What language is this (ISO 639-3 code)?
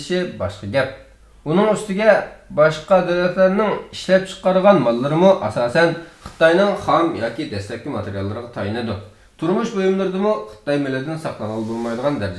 uig